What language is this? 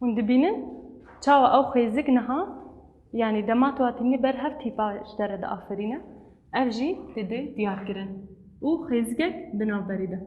Kurdish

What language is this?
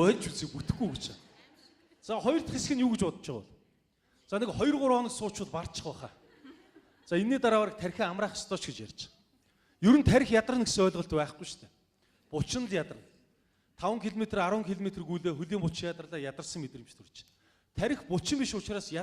Mongolian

